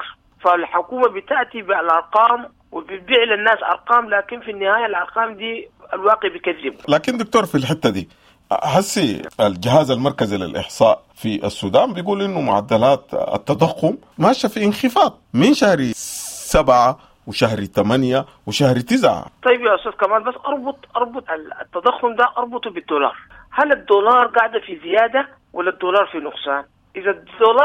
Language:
Sudanese Arabic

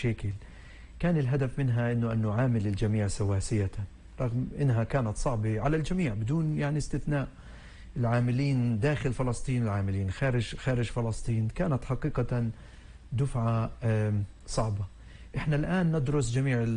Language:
North Levantine Arabic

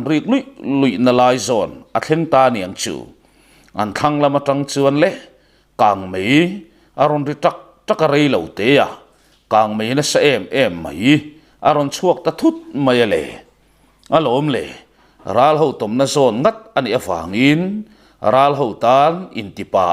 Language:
Mizo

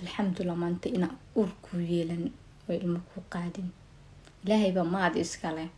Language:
Somali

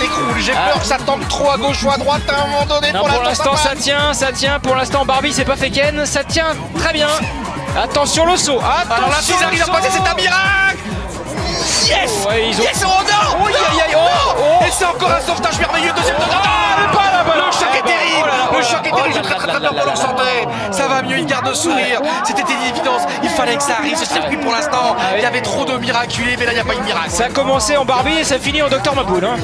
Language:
French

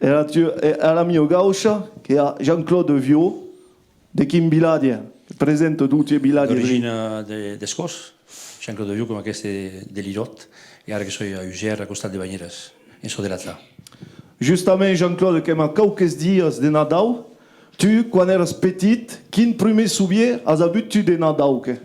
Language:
Occitan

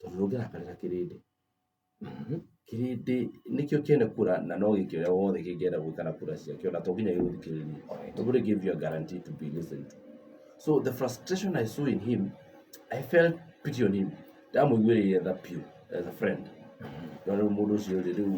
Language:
Kikuyu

